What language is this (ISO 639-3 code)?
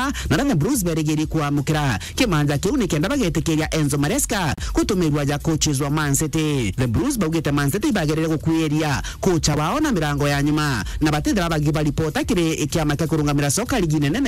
mer